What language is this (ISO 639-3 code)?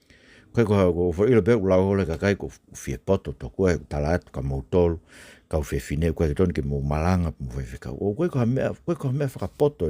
ton